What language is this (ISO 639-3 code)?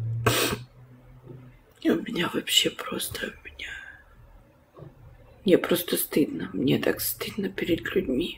rus